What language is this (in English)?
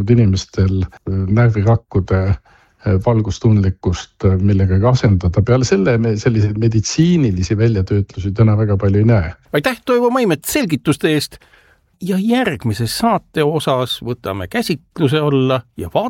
Estonian